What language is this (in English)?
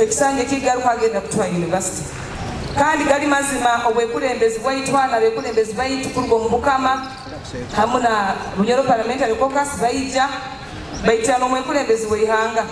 Nyoro